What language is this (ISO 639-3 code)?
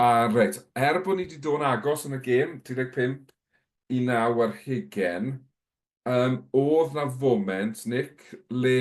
cym